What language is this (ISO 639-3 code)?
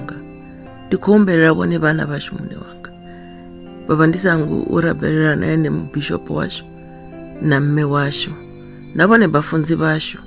ven